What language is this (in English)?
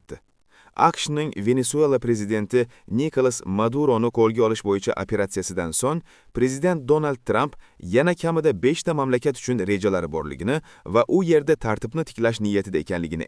Uzbek